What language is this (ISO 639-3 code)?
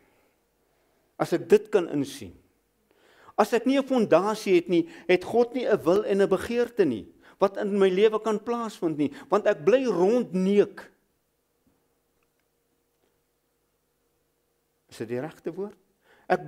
afr